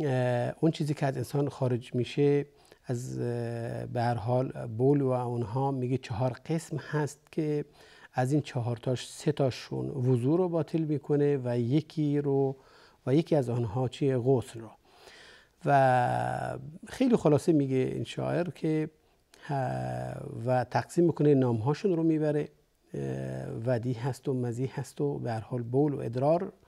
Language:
Persian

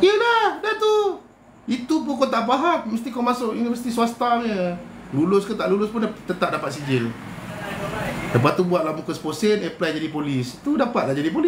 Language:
Malay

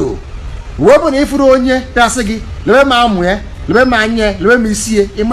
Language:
Igbo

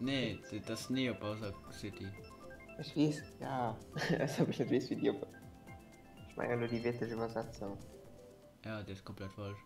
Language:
Luxembourgish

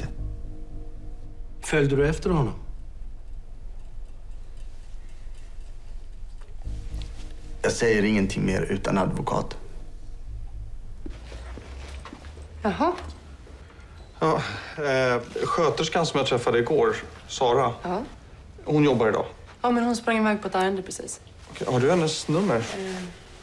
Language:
Swedish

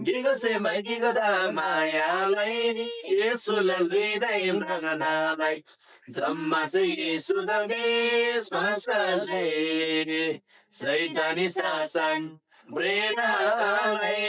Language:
Eastern Tamang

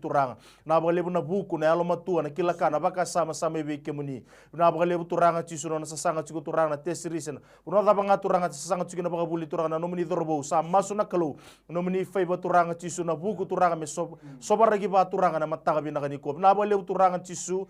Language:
Fijian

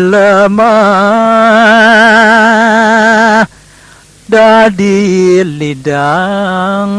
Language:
Balinese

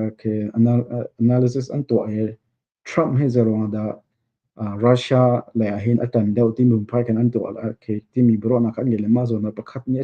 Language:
Hakha Chin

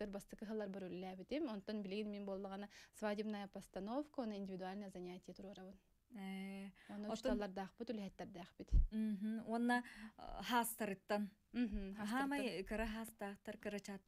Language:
Yakut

